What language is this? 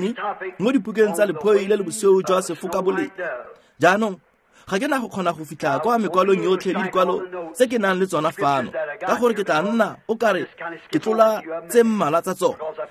Tswana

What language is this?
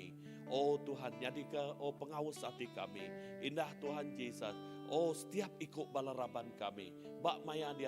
Iban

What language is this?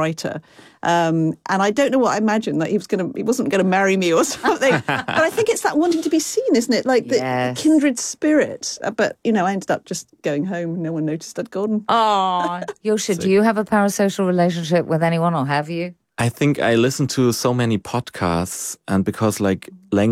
English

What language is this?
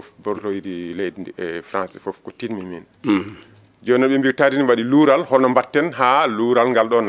Fula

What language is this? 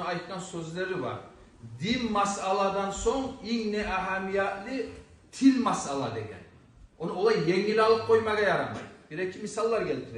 Kumyk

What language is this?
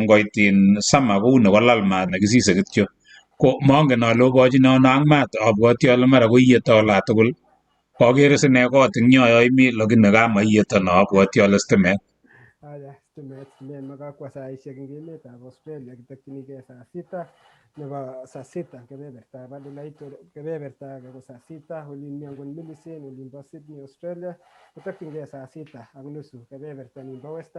Kalenjin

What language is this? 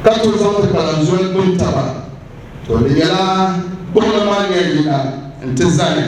Dagbani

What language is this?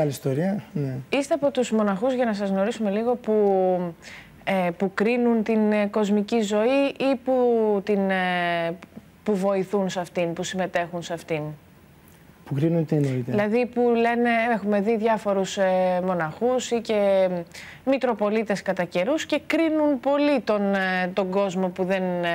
Greek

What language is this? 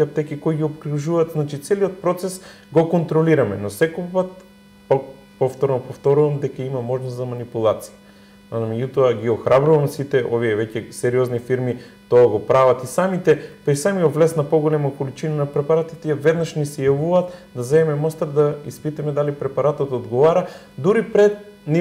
Macedonian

